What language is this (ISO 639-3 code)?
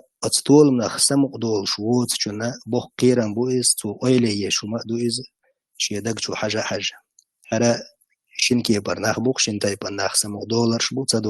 che